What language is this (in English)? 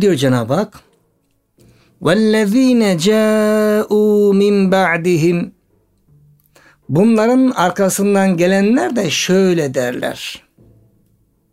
Turkish